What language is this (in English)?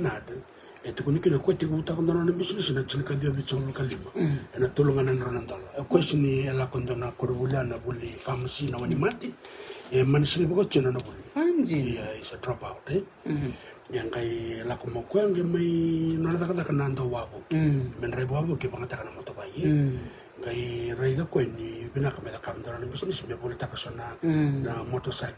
Fijian